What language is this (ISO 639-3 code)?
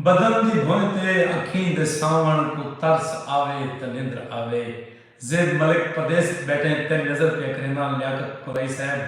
skr